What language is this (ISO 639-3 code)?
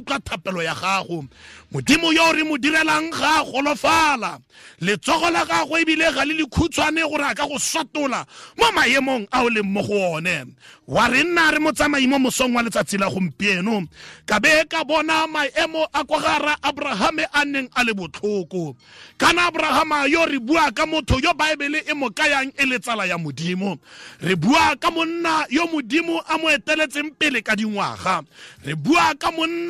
tsn